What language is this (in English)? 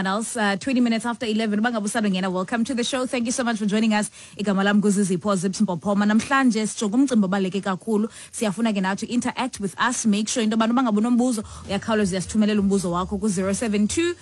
Xhosa